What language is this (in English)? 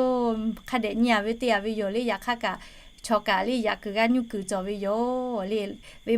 Lahu